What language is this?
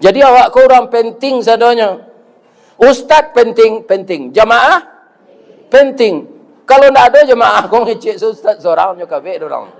Minangkabau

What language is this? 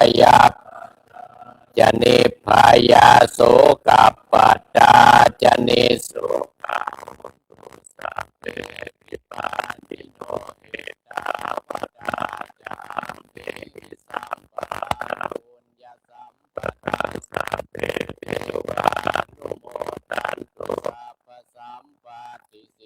Pali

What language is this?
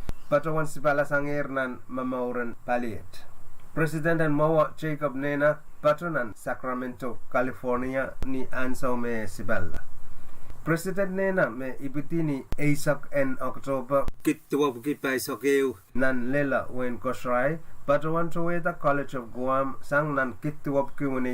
Pohnpeian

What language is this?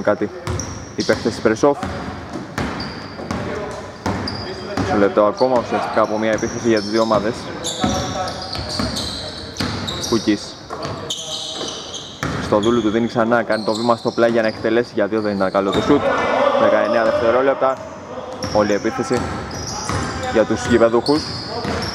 Greek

